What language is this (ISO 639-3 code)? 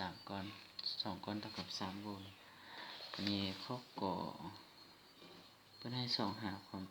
lao